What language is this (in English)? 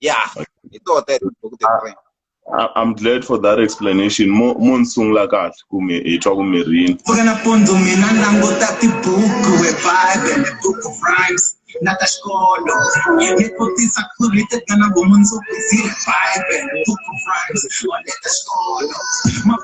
Tsonga